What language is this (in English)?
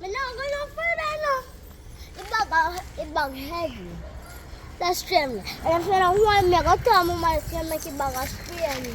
Jamaican Creole English